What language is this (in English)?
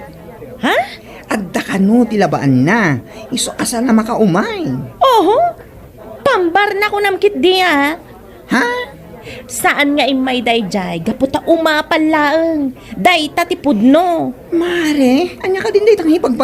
Iloko